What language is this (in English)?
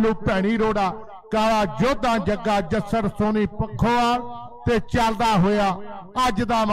Punjabi